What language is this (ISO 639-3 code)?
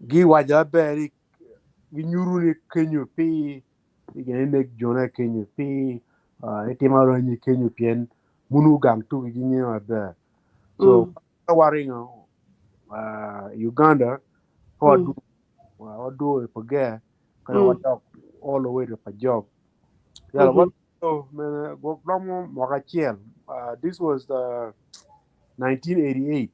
ach